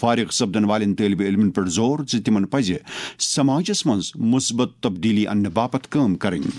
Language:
Kashmiri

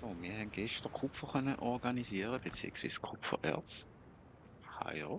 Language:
Swiss German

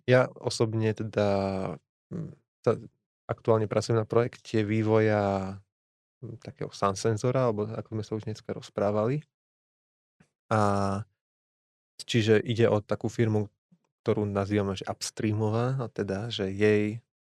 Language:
Slovak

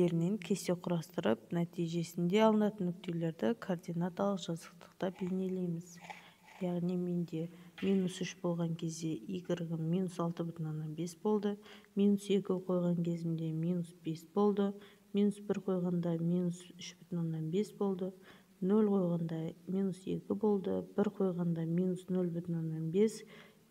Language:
Kazakh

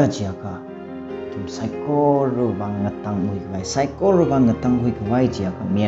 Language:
Tangkhul Naga (India)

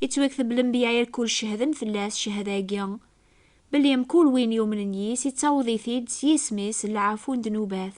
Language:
Kabyle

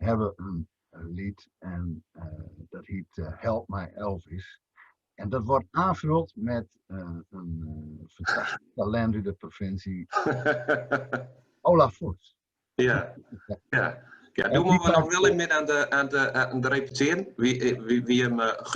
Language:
Gronings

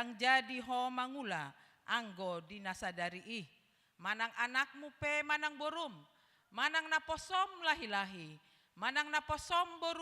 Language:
Batak Toba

